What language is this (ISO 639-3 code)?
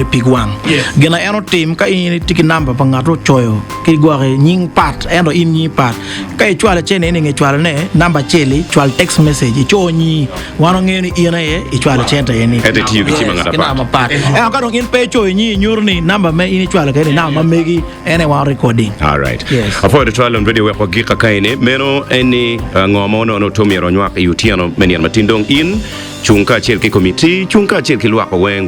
ach